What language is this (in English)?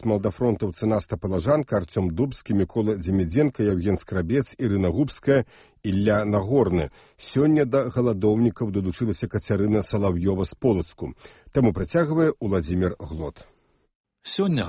Belarusian